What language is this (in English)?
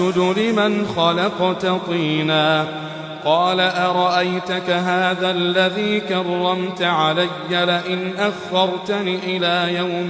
Arabic